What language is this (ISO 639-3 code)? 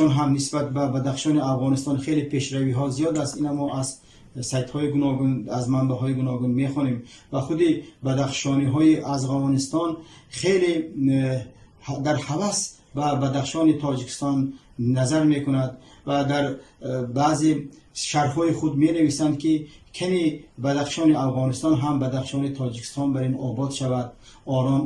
tgk